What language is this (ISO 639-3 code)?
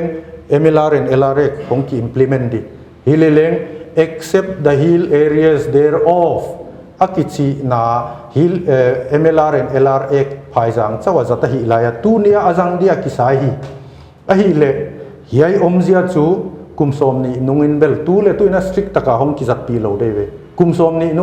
pck